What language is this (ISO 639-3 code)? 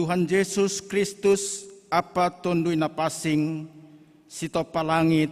bts